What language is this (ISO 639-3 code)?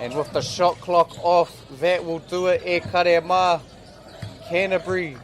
mri